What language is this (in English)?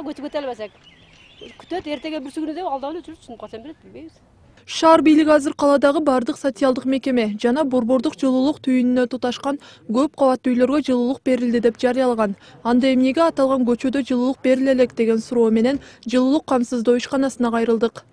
Kyrgyz